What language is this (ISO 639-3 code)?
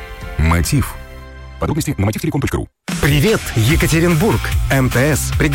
rus